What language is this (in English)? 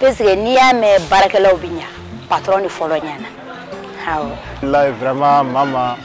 Bambara